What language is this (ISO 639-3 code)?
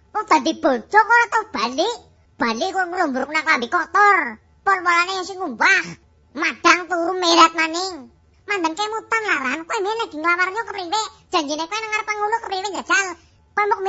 jav